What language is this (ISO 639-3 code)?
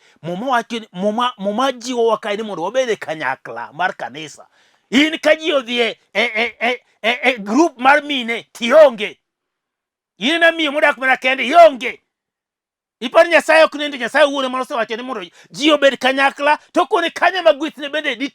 luo